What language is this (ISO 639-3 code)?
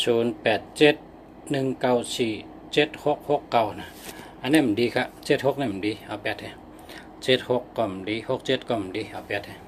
shn